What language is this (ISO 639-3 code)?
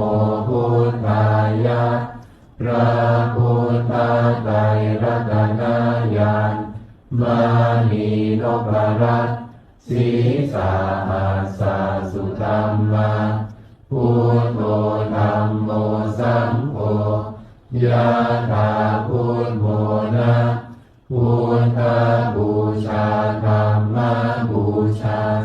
pli